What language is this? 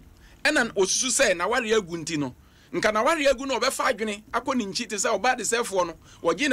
Akan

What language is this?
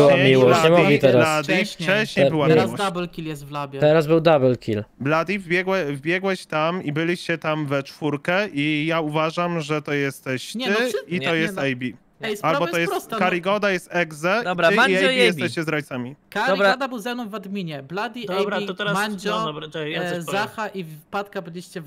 Polish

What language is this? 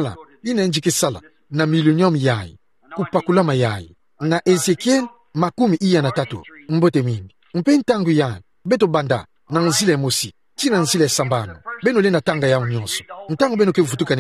Kituba (Democratic Republic of Congo)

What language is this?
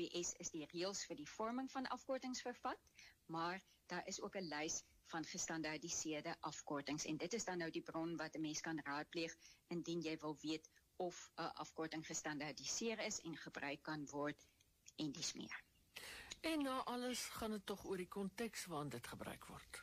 Afrikaans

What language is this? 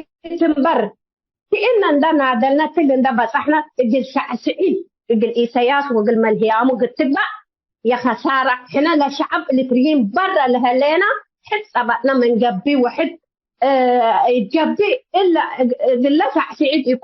Tigre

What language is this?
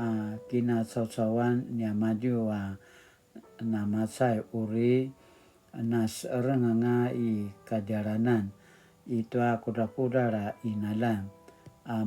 Paiwan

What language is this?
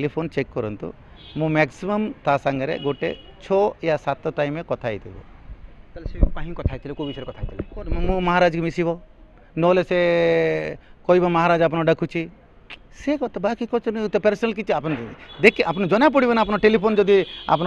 Odia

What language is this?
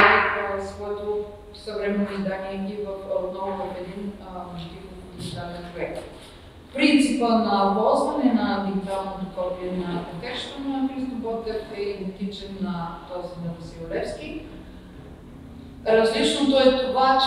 Bulgarian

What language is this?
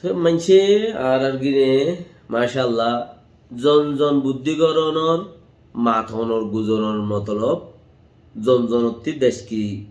Rohingya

